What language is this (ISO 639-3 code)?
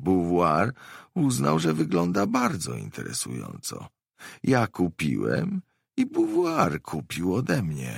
pol